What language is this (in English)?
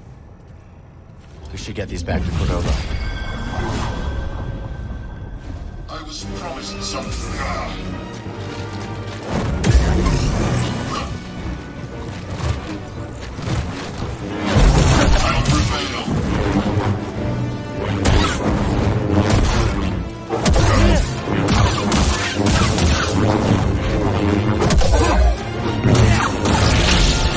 English